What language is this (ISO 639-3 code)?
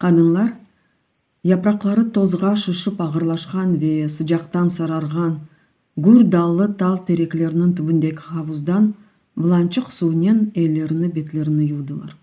crh